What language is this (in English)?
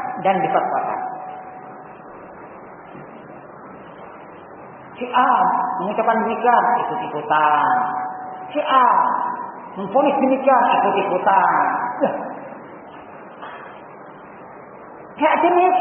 Indonesian